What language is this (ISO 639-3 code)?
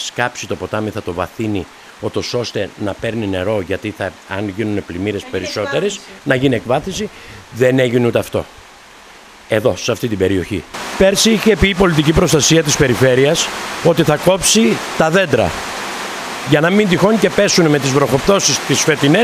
ell